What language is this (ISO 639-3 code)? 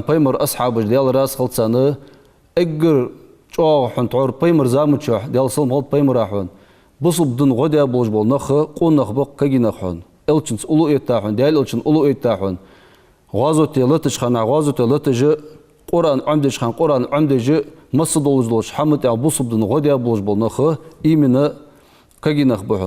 inh